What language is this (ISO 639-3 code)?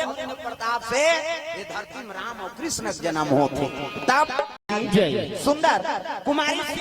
hne